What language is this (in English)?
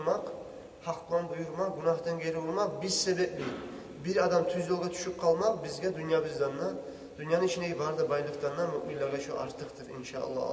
Kumyk